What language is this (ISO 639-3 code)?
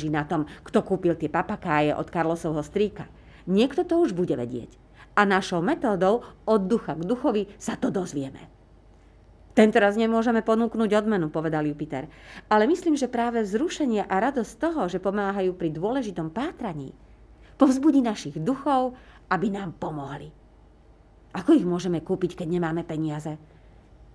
slk